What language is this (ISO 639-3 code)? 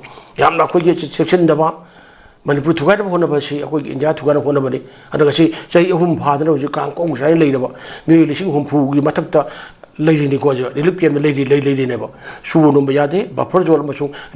mni